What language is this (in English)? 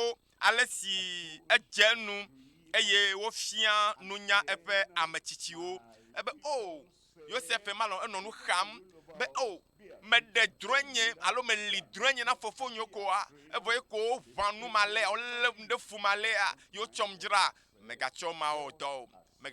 Ewe